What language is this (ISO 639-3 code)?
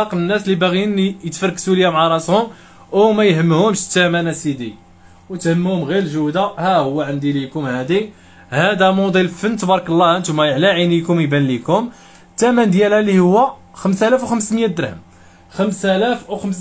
ary